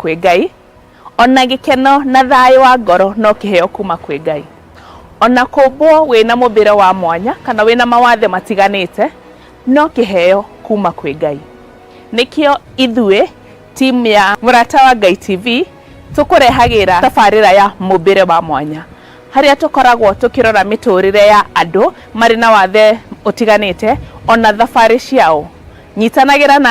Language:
Kikuyu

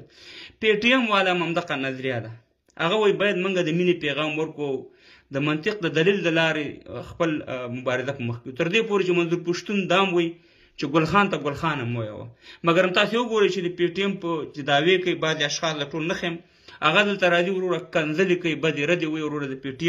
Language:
Pashto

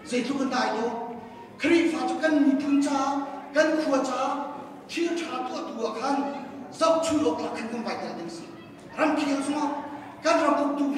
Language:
Hakha Chin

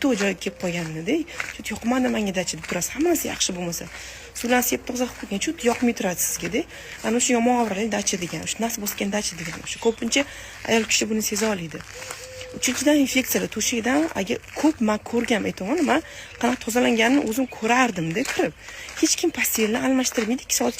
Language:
Uzbek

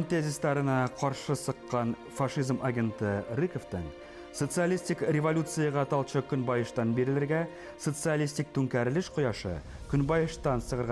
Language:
Bashkir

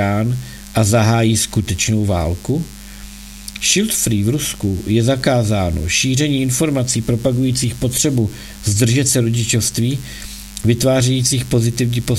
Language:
Czech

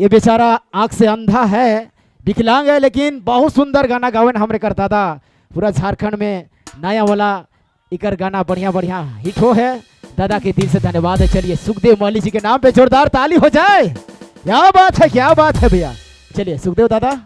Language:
Sadri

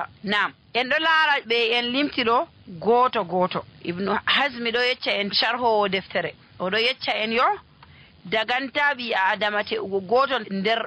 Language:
Nigerian Fulfulde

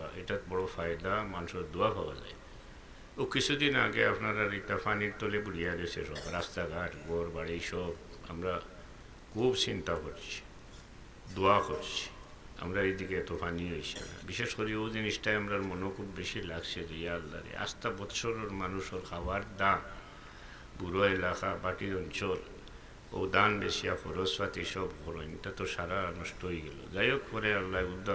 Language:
Sylheti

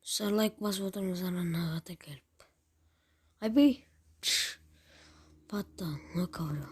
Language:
Kazakh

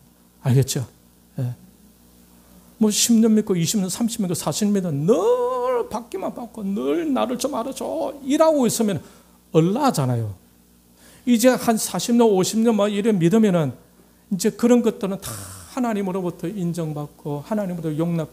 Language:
Korean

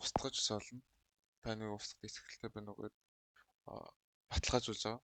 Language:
Mongolian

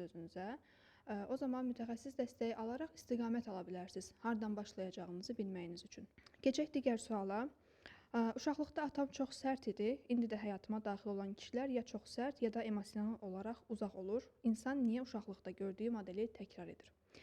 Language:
Azerbaijani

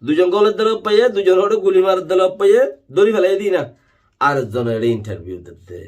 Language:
Rohingya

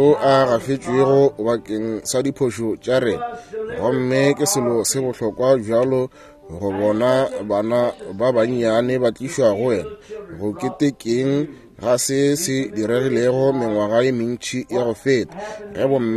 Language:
Northern Sotho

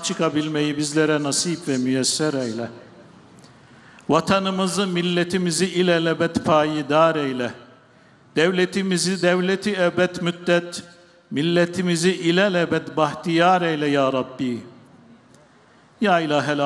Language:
Turkish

